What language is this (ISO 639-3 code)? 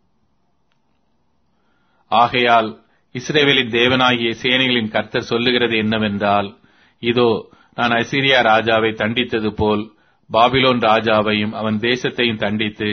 tam